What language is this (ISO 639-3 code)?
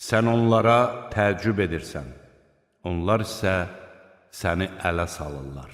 aze